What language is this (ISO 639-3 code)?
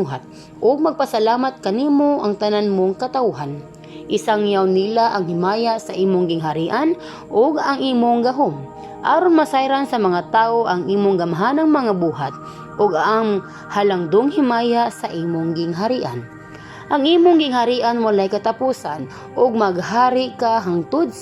ceb